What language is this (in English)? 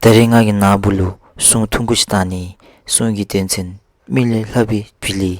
Dzongkha